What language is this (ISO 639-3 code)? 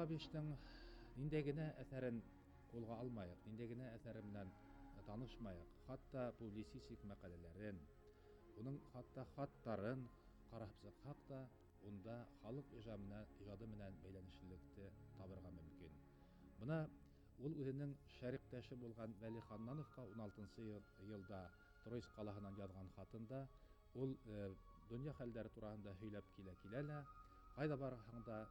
bak